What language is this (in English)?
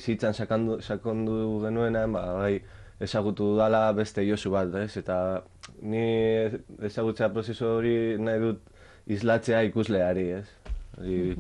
Basque